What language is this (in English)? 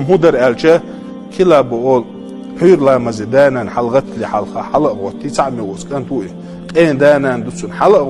Chechen